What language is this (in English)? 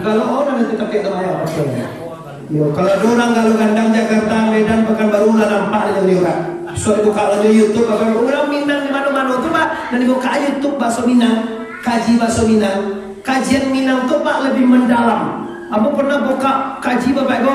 Minangkabau